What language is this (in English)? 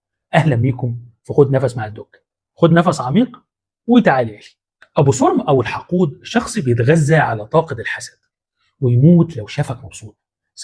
Egyptian Arabic